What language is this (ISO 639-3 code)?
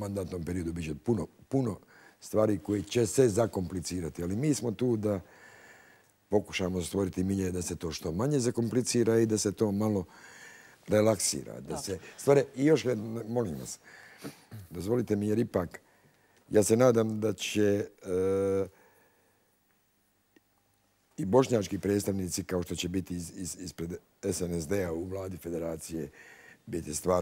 bos